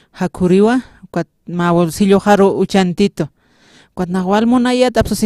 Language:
Aymara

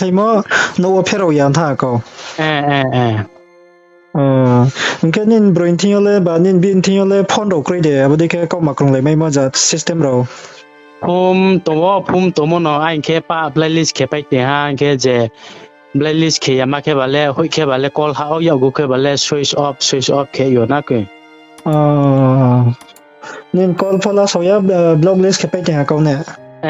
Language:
Riang (India)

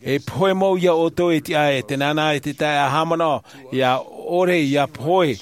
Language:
Tahitian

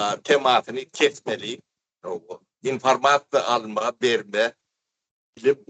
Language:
Turkmen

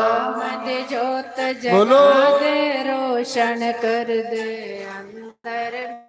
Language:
Dogri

